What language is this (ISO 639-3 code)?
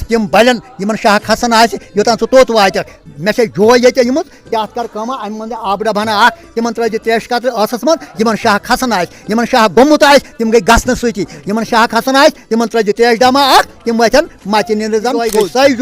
kas